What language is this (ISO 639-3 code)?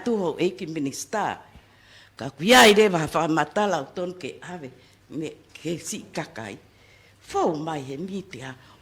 ton